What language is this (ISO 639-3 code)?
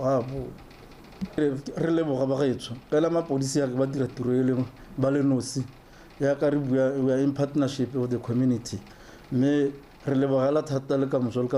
tsn